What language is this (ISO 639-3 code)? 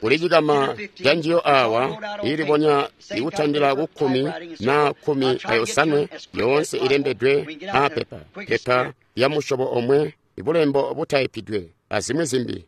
toi